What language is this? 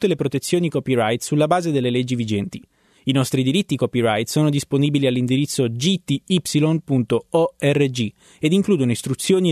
Italian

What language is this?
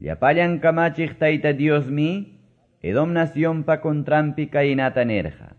Quechua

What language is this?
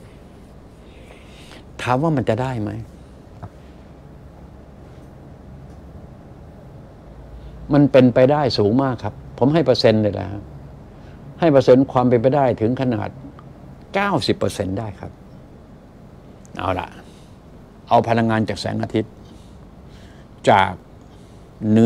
Thai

